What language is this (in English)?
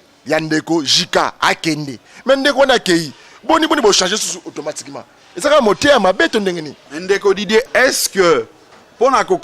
Lingala